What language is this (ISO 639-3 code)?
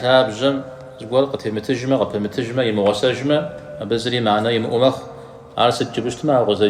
kbd